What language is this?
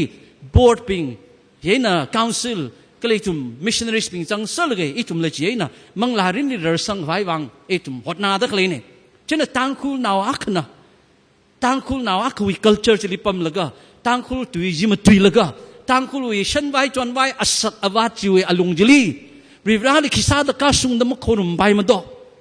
Tangkhul Naga (India)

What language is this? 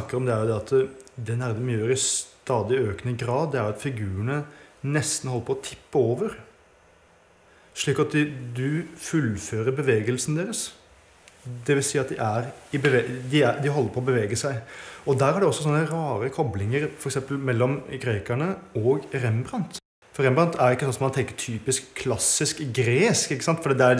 Norwegian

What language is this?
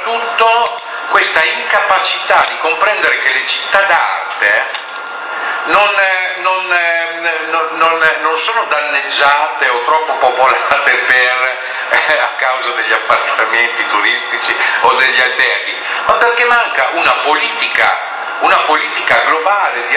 Italian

